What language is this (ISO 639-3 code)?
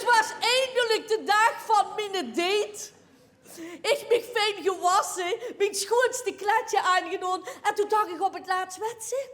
lim